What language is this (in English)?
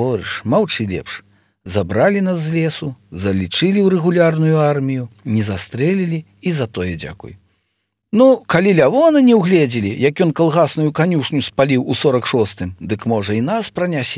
Belarusian